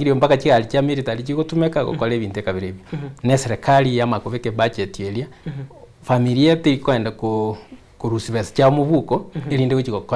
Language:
Gusii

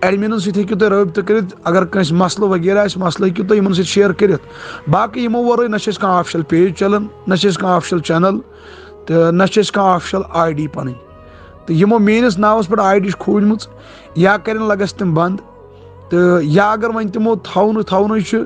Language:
Kashmiri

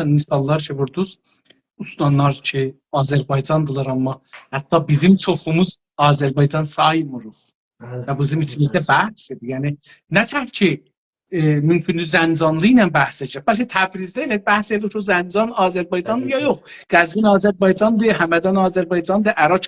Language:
South Azerbaijani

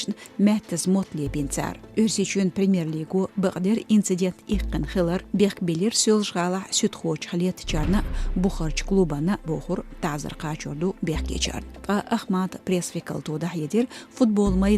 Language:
Chechen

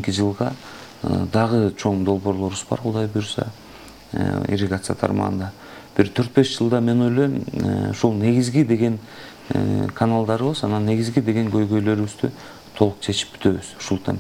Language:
Kyrgyz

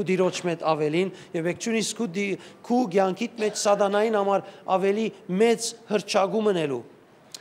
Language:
Western Armenian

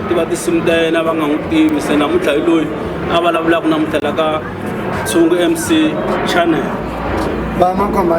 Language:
Tsonga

